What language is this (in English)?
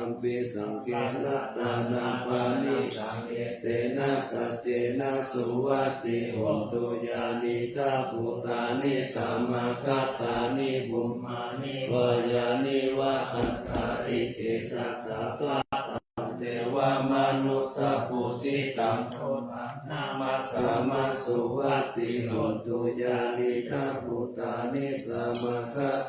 Pali